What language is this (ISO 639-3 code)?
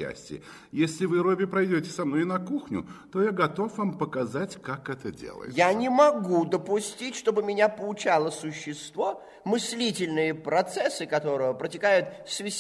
rus